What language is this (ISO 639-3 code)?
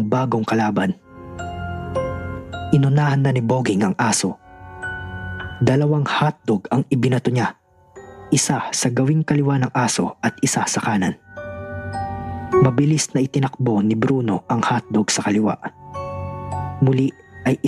fil